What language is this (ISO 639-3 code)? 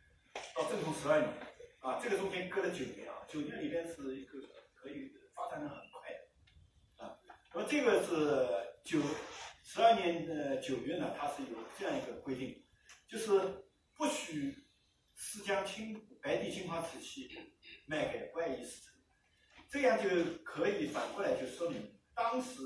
zho